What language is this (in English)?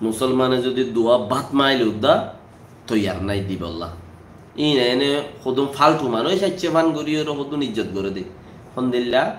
Rohingya